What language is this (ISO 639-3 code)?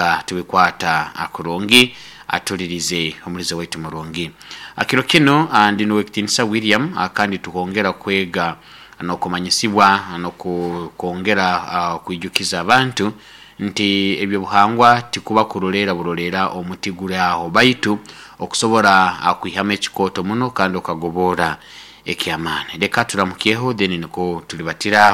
nyo